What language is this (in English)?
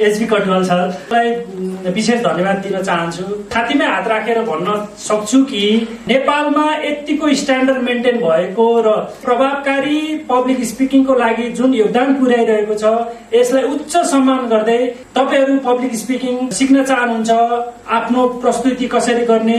Nepali